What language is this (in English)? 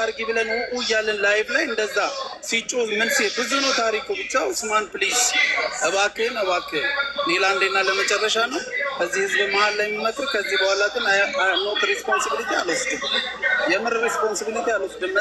Amharic